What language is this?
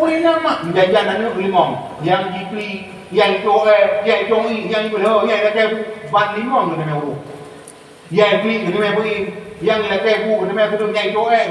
Achinese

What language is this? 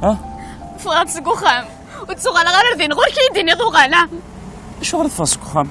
Kabyle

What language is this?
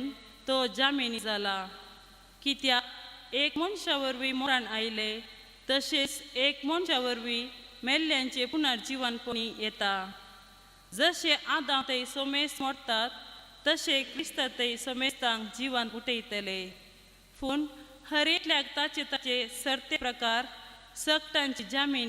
Konkani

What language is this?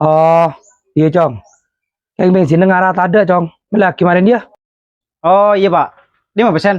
Madurese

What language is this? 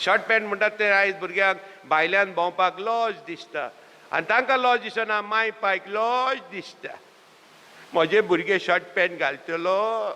Konkani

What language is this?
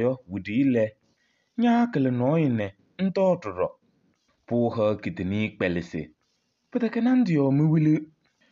Kabiyè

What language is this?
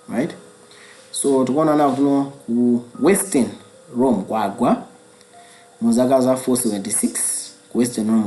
Nyanja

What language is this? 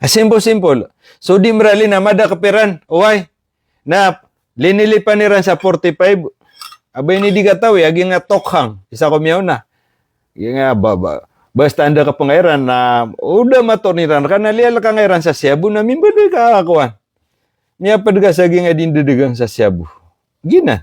Maranao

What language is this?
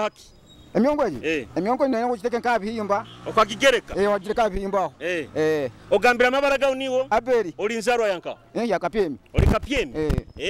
Nyoro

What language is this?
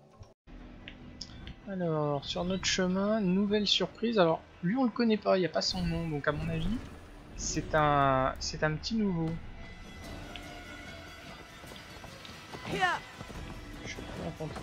French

